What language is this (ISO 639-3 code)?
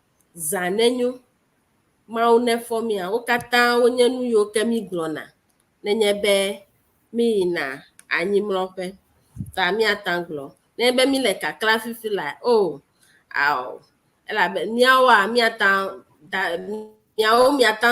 ewe